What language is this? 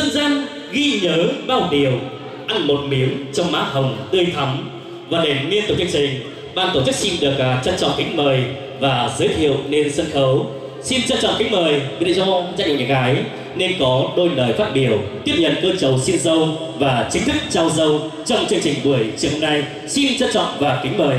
Vietnamese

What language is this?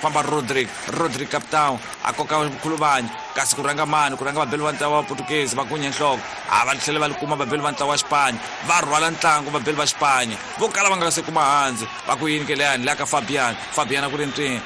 Tsonga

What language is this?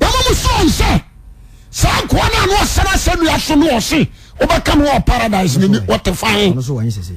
Akan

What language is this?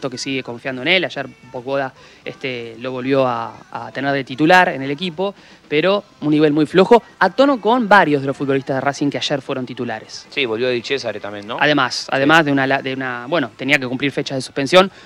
Spanish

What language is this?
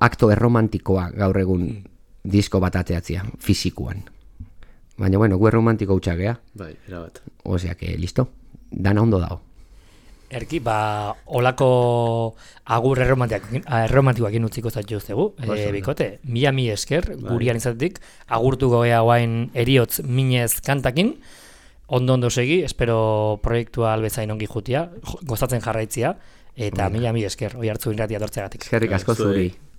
Basque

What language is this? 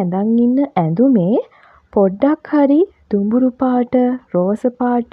Sinhala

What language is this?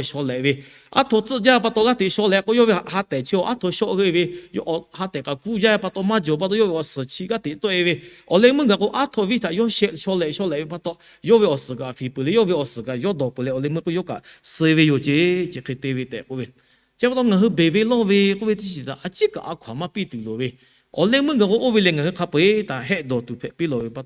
Lahu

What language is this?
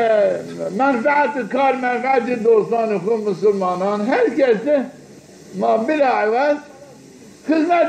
Zaza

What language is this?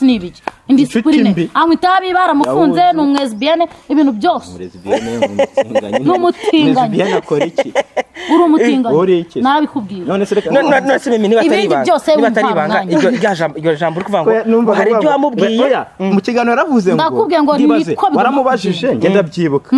Kinyarwanda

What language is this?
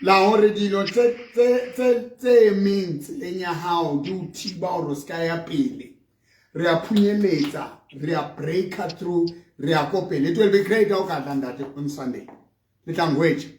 Southern Sotho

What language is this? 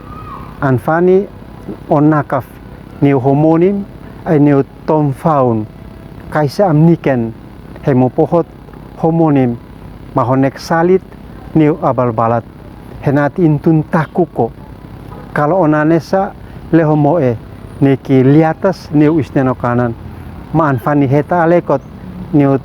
Uab Meto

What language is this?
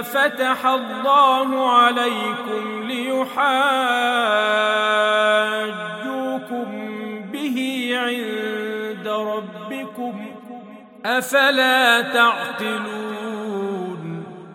Arabic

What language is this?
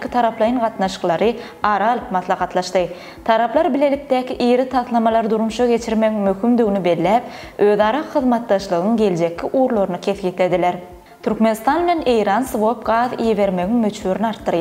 Turkmen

